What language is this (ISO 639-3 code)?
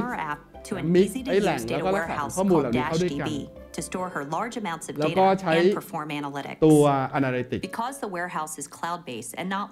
tha